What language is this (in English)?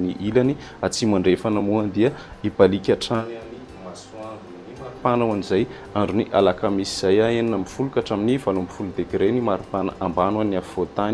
Malagasy